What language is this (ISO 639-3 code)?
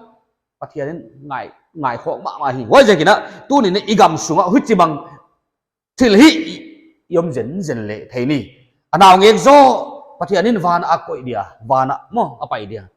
pck